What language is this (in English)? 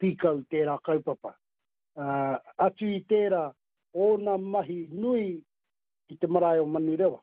Māori